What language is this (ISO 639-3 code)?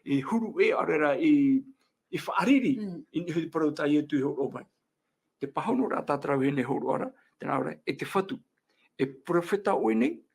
tah